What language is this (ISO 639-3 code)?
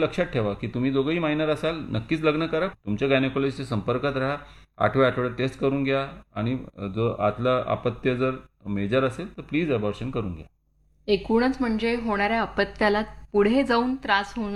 mar